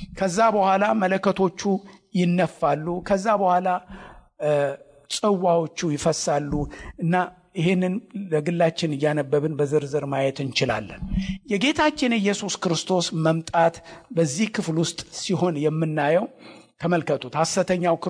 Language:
Amharic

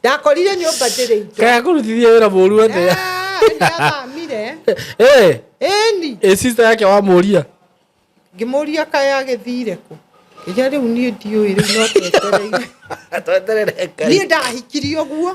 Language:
Kikuyu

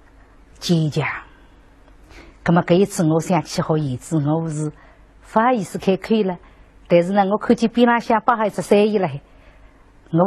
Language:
Wu Chinese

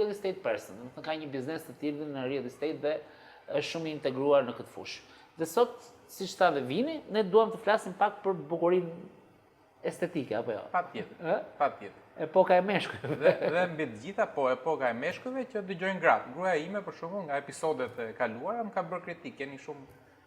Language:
Albanian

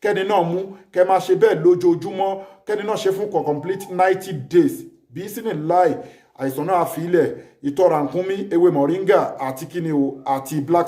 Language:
Yoruba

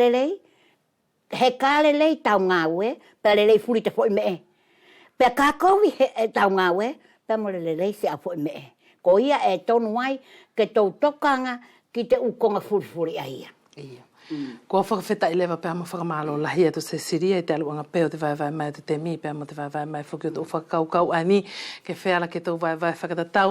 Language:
Wallisian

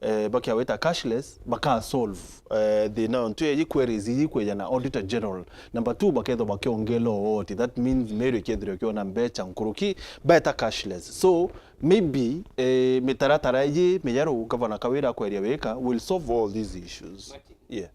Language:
Meru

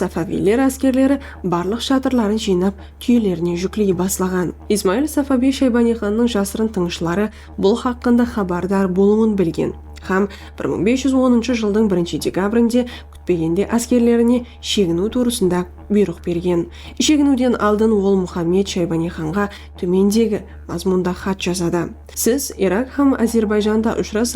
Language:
Kara-Kalpak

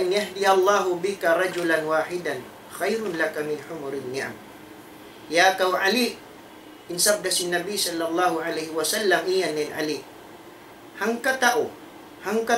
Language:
Tausug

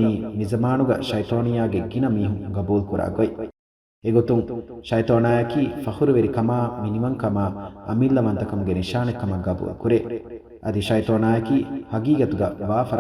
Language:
Divehi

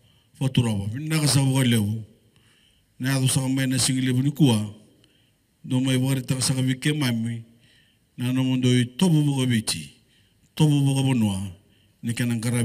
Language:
Fijian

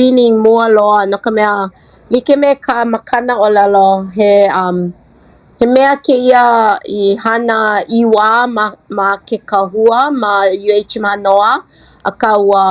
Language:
Hawaiian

